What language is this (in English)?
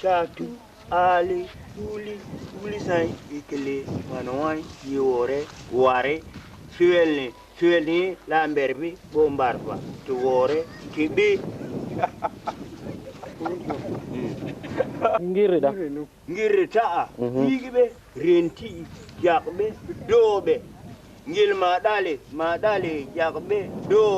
Tupuri